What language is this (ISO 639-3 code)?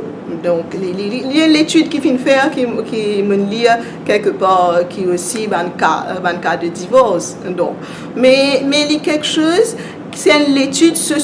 mfe